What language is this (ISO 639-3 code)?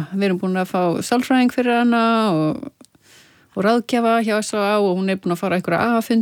isl